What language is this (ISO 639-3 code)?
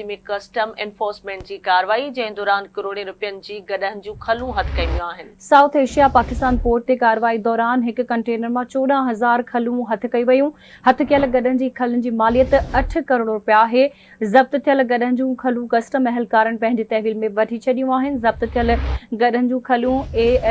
snd